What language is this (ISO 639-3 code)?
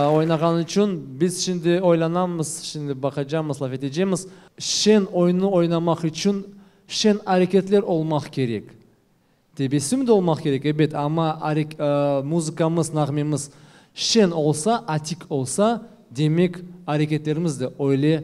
crh